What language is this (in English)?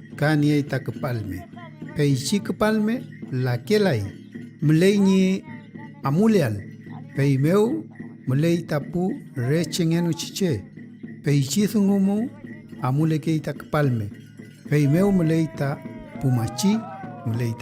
Mapuche